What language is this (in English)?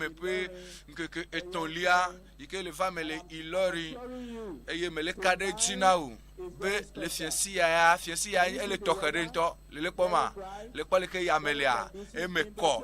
Ewe